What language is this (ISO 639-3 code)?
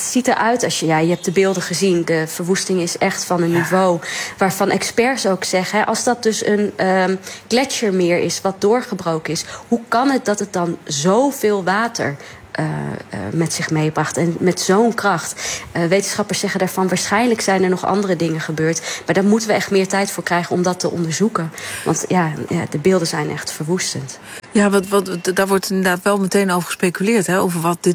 nld